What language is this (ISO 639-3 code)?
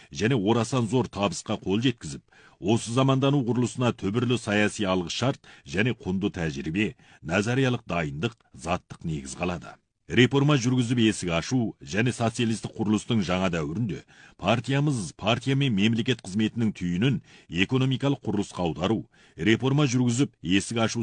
kaz